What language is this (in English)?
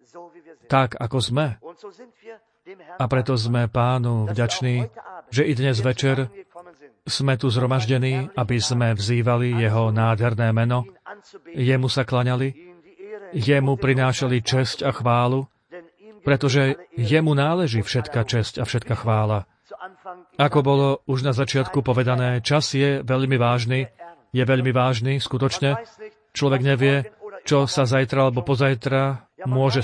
Slovak